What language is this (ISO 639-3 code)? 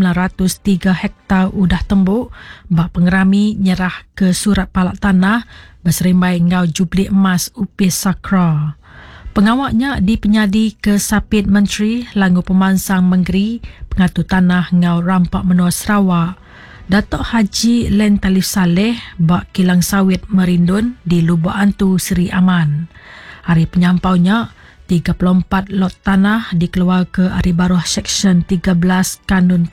iba